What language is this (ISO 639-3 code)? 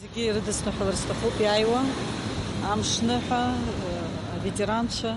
abk